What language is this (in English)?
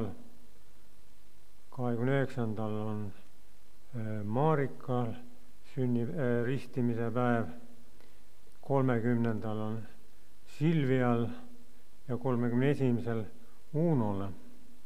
Estonian